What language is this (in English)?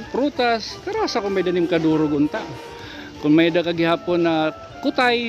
Waray